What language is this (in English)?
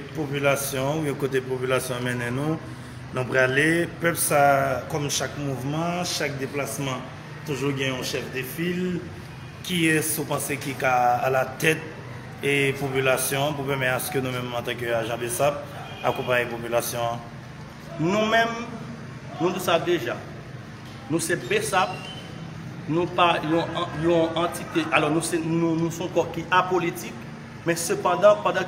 Haitian Creole